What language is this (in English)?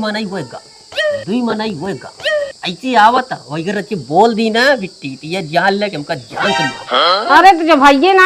Awadhi